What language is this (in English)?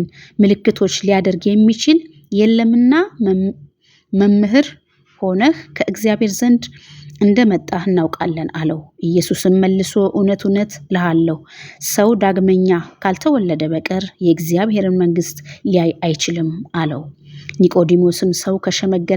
Amharic